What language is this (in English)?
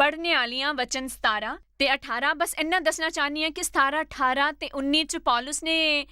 Dogri